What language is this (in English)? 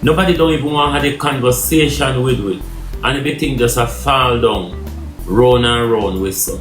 Jamaican Creole English